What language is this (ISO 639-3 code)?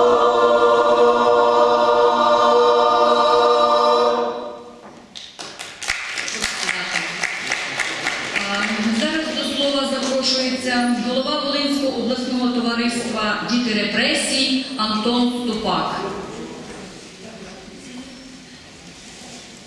ukr